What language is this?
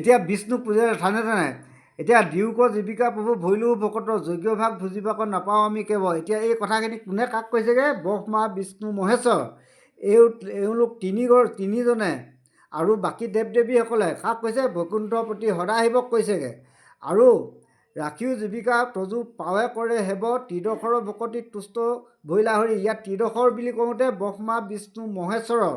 Assamese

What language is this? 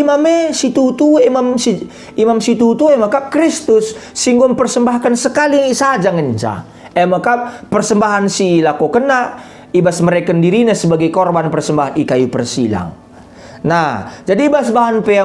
Batak Karo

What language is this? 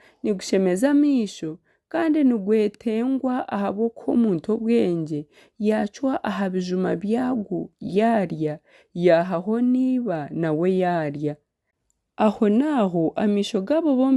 Nyankole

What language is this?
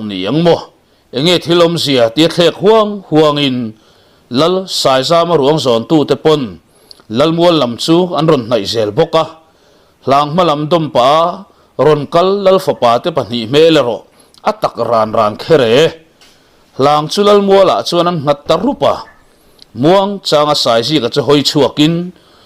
Mizo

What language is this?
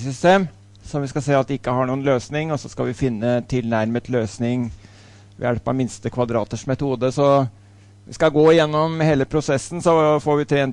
Norwegian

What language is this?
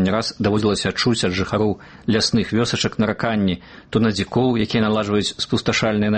Belarusian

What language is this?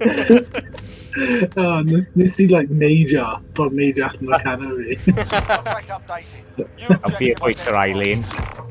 Welsh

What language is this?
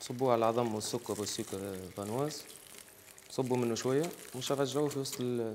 Tunisian Arabic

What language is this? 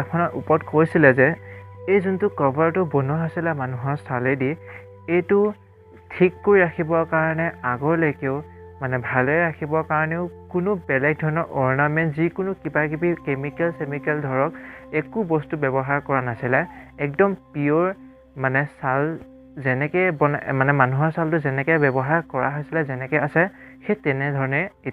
Assamese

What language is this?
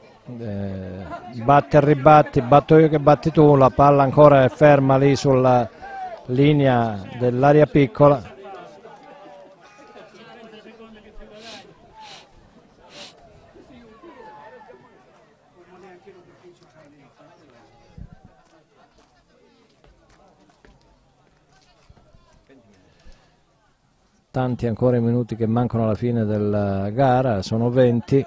Italian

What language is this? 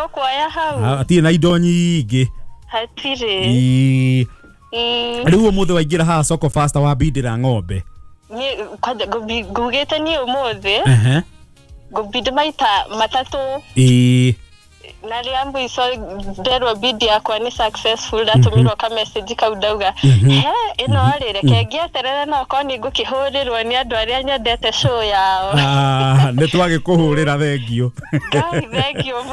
Kikuyu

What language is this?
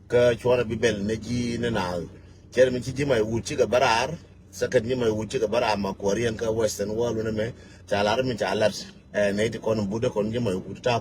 Nuer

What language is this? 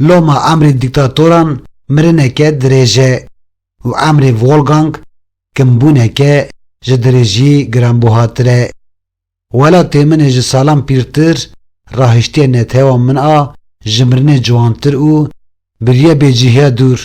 Kurdish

